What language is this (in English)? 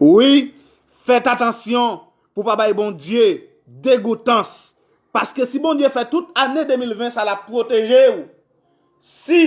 Haitian Creole